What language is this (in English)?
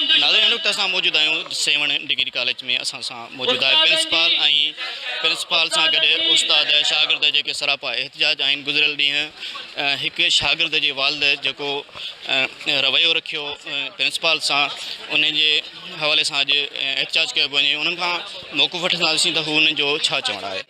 Sindhi